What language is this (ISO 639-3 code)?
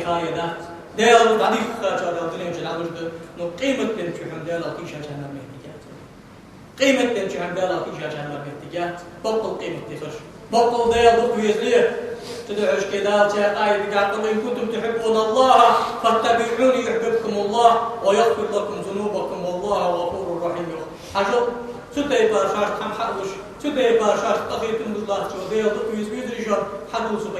inh